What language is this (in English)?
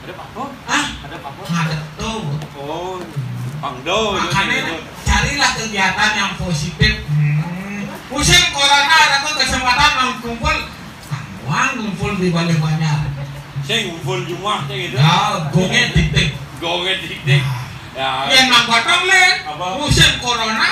Balinese